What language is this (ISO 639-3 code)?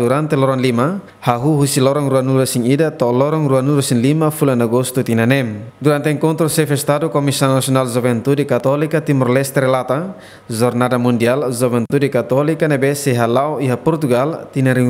tet